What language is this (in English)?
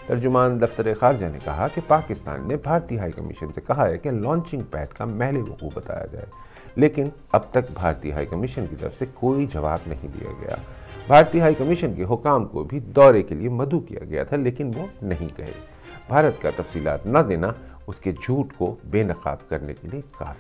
Urdu